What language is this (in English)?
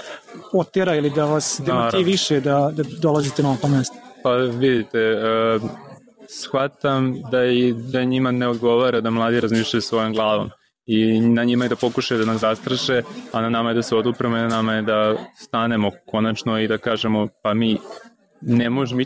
Serbian